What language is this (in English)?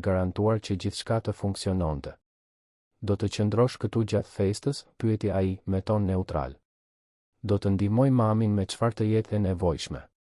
Albanian